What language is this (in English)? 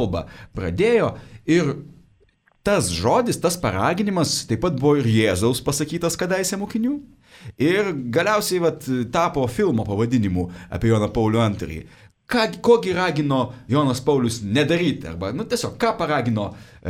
Lithuanian